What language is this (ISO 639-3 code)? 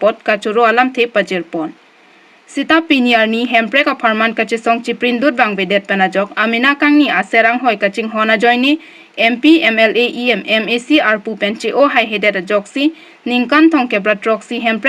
mjw